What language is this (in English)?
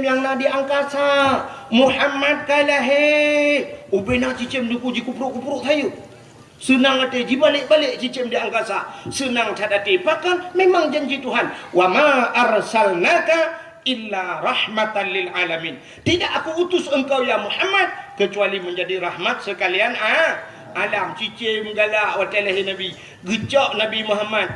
Achinese